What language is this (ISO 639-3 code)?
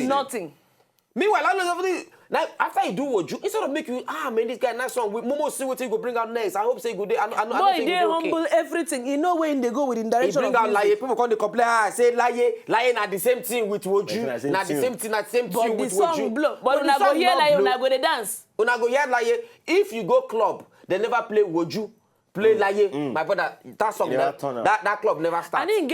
pcm